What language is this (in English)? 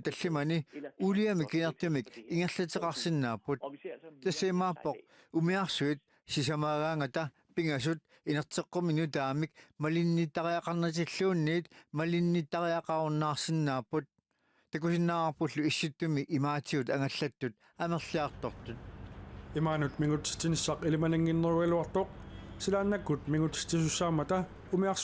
Kalaallisut